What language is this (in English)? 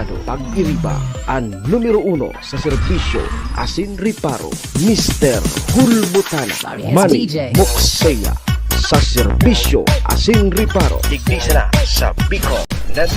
Bikol